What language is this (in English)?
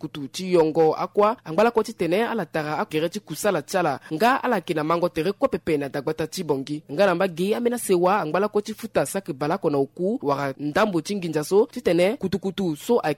Sango